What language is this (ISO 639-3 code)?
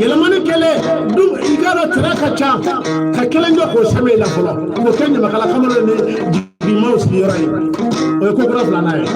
bam